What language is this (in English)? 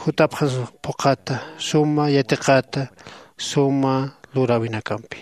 Aymara